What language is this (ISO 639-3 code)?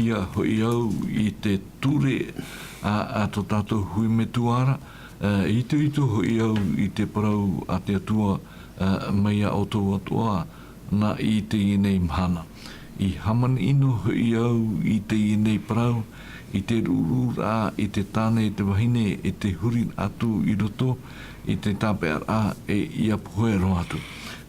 tah